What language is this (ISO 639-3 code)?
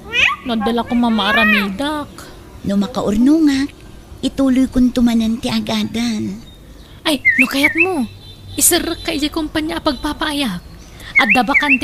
ilo